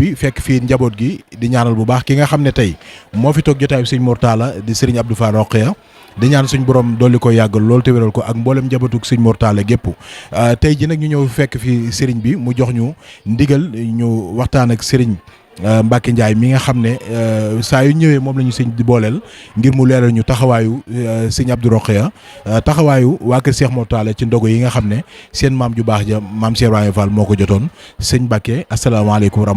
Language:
Wolof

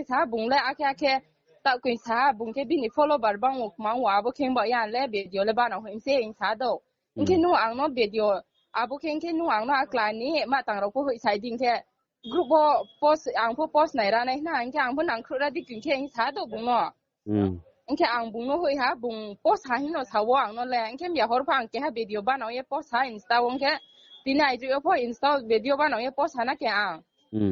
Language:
Riang (India)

